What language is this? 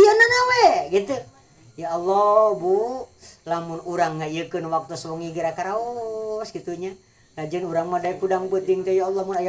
Sundanese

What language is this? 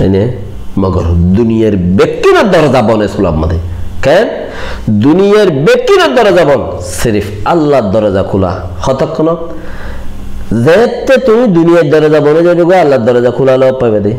Rohingya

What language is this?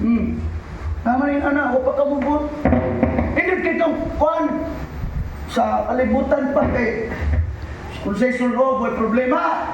Cebuano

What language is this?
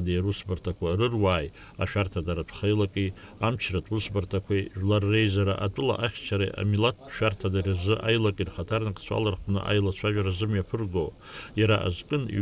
Abkhazian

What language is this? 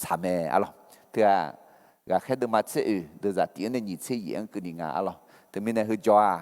Akha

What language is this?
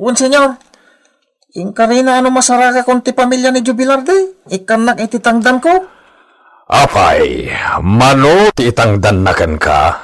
Iloko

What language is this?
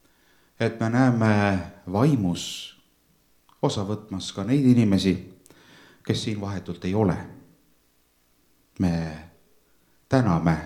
Estonian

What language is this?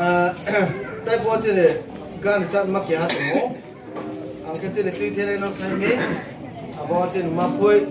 Riang (India)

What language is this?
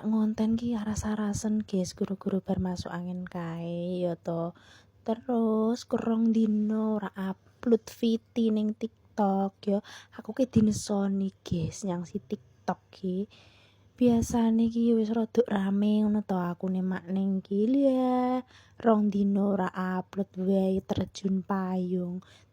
Javanese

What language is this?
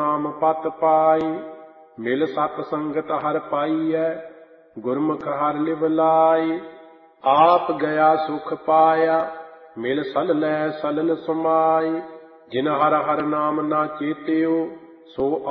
Punjabi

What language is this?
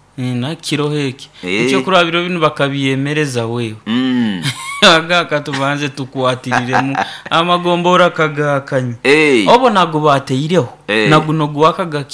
Nyoro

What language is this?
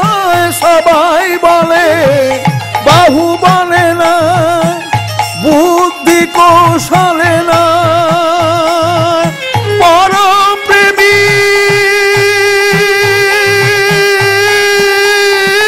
Bangla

